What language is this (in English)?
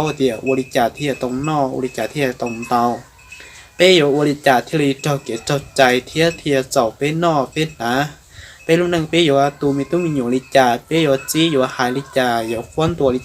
Hmong